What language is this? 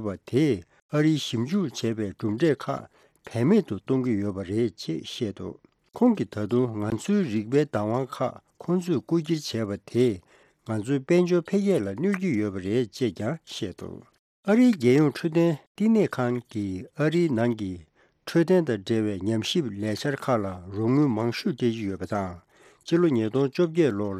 Tibetan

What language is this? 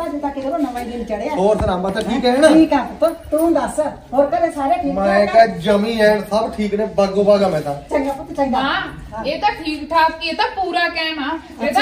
Punjabi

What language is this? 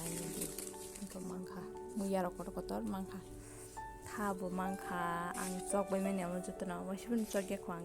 Kok Borok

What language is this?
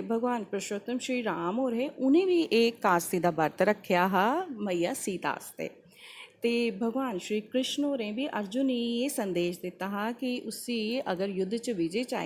Dogri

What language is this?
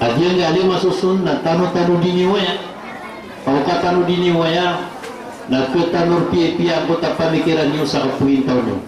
Maranao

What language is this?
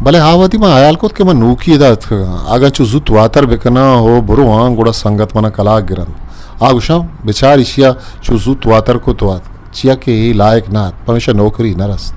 Eastern Balochi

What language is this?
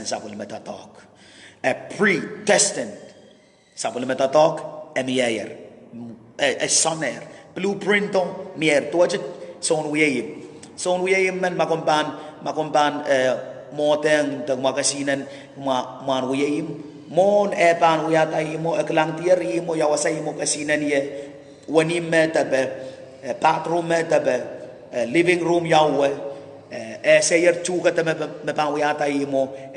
Pohnpeian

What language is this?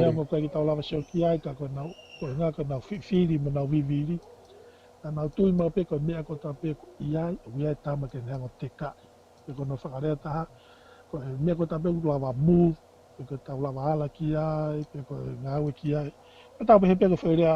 Tongan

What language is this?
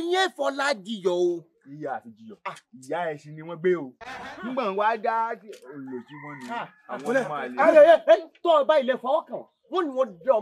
Yoruba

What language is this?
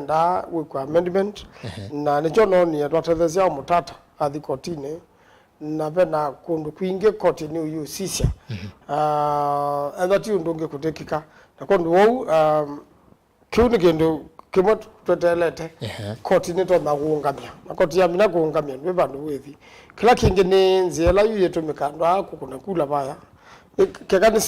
Kamba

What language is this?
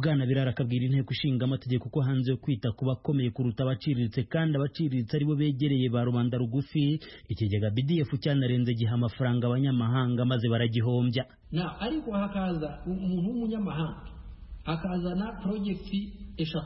Kinyarwanda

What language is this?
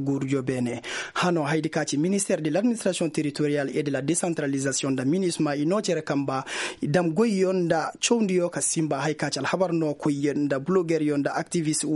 Koyraboro Senni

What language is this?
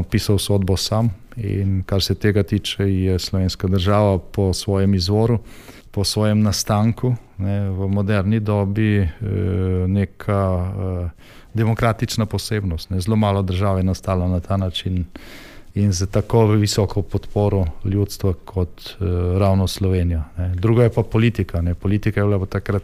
Slovenian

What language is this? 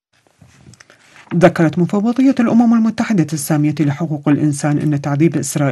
Arabic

